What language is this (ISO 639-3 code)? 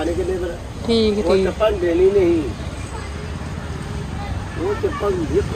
pan